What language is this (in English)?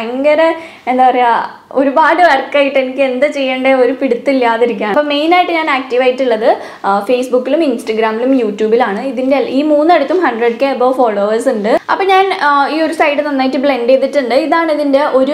Malayalam